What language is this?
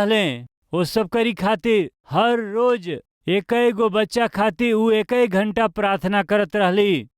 Bhojpuri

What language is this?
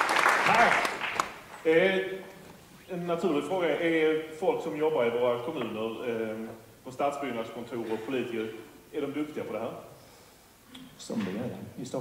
Swedish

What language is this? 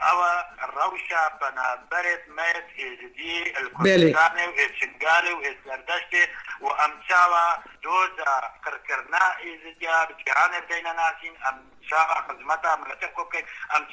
Kurdish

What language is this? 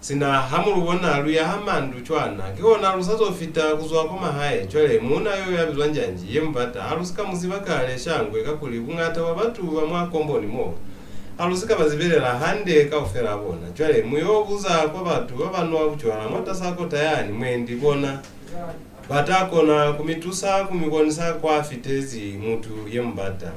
Lozi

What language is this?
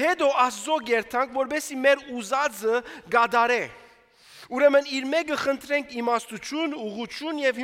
Armenian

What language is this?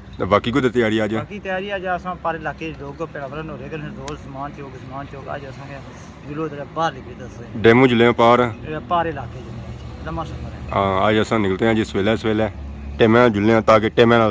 Pahari-Potwari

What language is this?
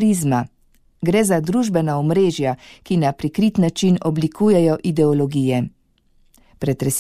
Slovenian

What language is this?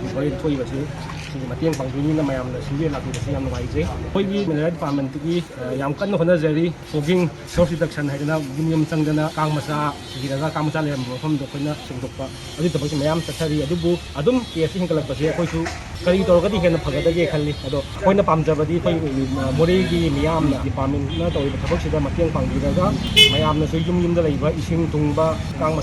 Manipuri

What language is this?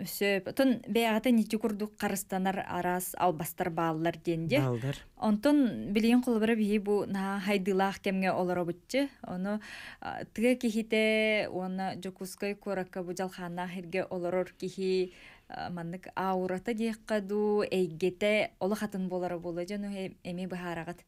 Yakut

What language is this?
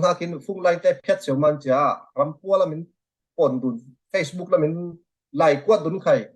Falam Chin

